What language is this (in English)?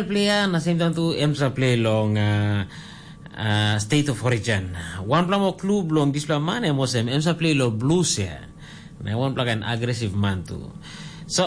Tok Pisin